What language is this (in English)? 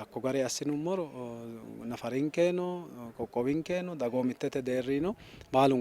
Sidamo